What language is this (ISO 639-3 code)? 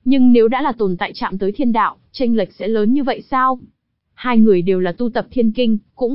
vie